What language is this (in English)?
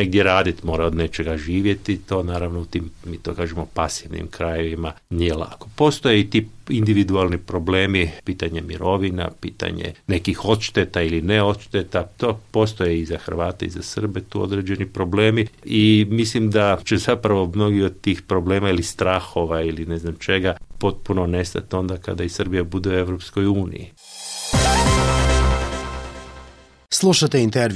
Croatian